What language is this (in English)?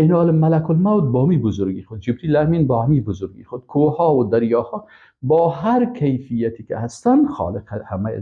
Persian